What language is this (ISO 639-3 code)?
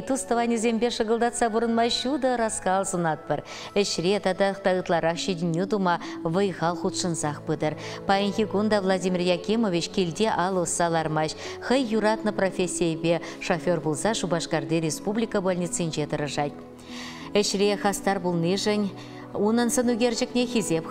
chv